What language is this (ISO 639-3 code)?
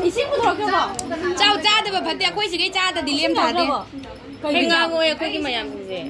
mni